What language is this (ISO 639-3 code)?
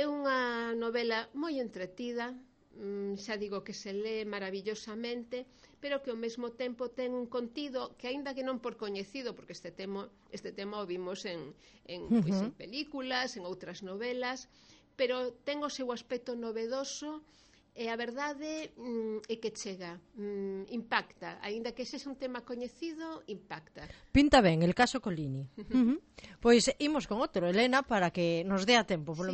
glg